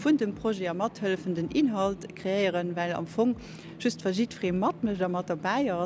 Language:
Luxembourgish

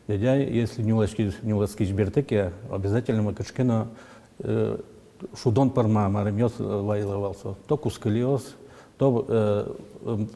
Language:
Udmurt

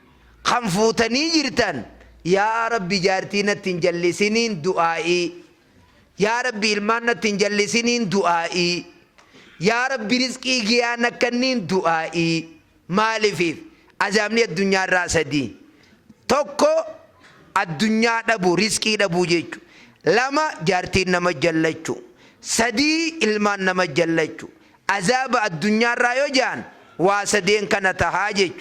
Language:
Oromo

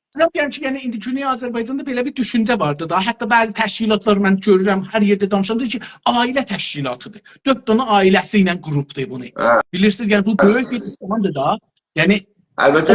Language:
South Azerbaijani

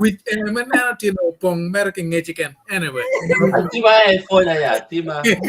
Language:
Acoli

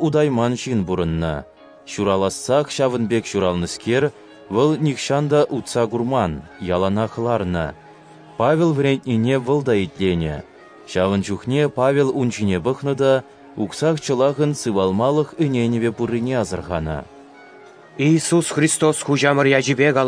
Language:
Chuvash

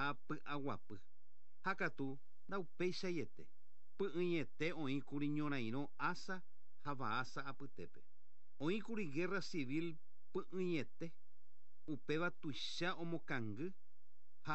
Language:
Guarani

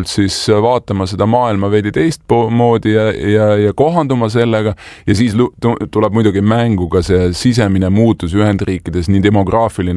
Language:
Estonian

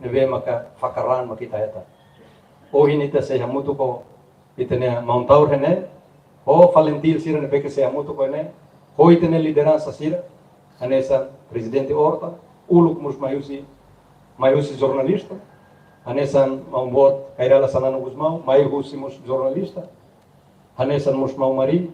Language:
Tetum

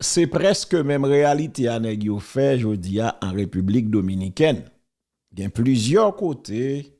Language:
Haitian Creole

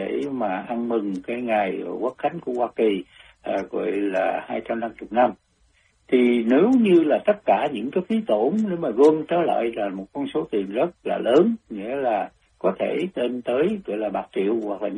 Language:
Vietnamese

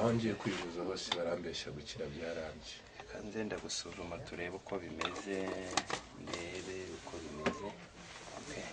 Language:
Kinyarwanda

